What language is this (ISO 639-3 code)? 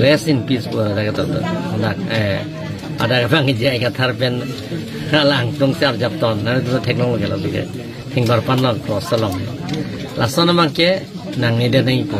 mjw